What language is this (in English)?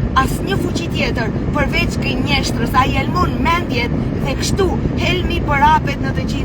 Albanian